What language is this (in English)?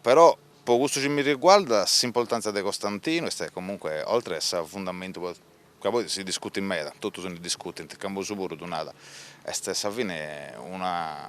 Sardinian